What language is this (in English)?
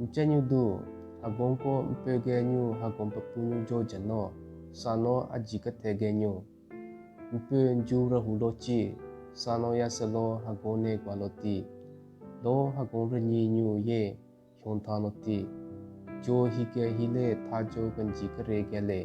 Southern Rengma Naga